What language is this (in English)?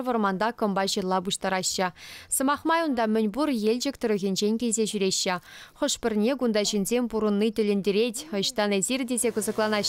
Chuvash